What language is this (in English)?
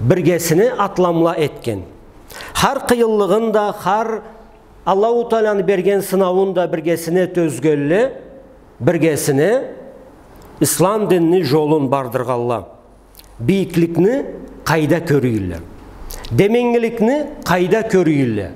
Karachay-Balkar